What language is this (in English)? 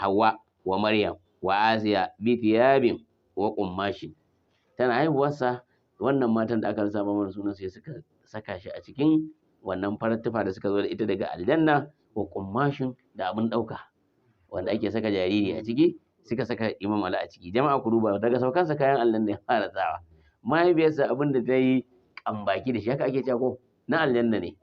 Hausa